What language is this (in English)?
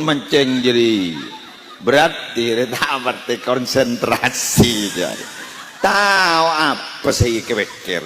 Madurese